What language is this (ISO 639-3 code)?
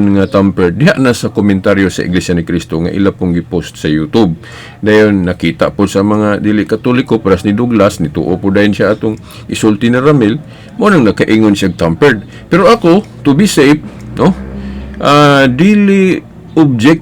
ceb